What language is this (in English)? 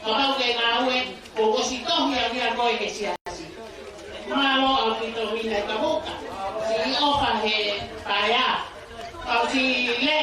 Tongan